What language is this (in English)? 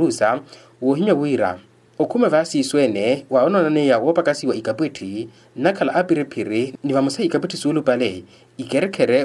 Makhuwa